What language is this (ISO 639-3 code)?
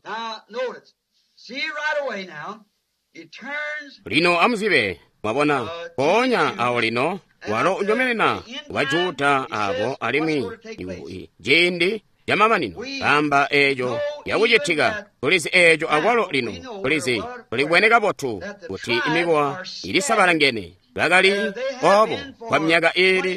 toi